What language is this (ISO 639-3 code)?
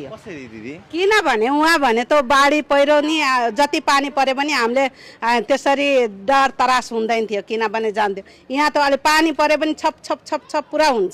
nep